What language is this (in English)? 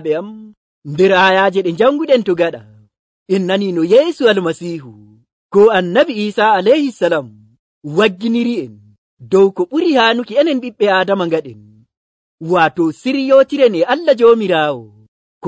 Nigerian Fulfulde